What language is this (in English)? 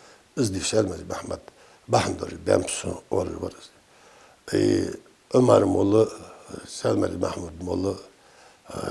Ingush